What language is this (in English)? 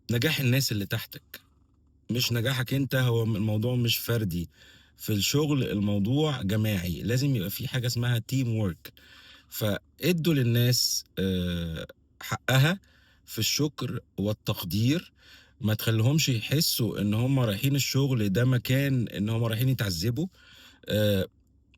Egyptian Arabic